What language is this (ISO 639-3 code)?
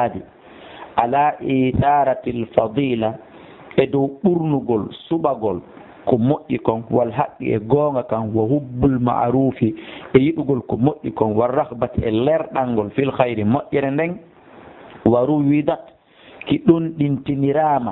ful